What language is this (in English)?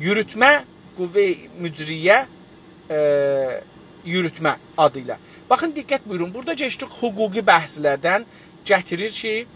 South Azerbaijani